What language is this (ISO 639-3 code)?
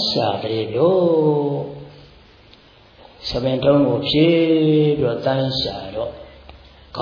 mya